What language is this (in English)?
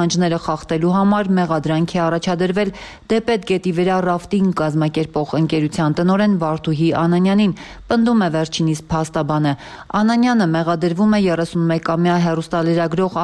Armenian